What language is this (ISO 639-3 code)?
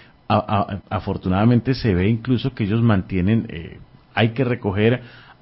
spa